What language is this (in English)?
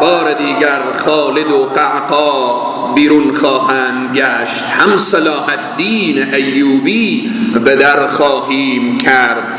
Persian